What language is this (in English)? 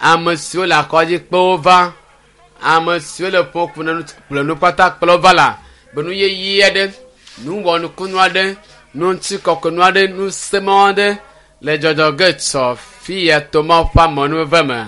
Ewe